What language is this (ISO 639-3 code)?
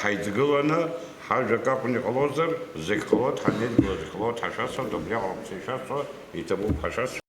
abk